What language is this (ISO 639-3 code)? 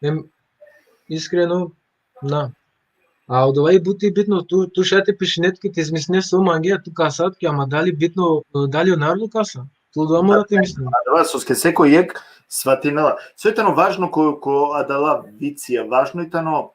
rmn